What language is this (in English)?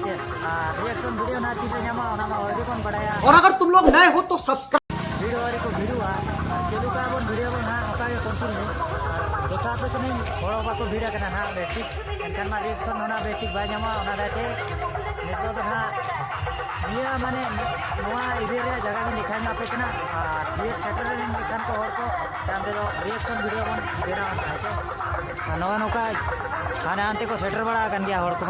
Santali